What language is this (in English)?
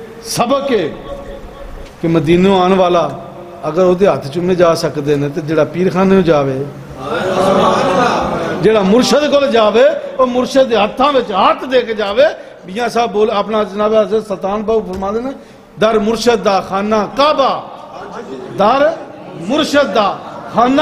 Western Panjabi